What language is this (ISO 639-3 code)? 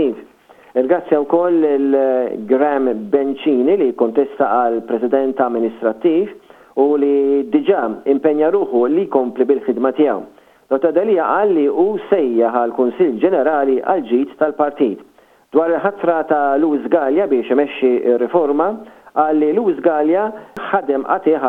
mlt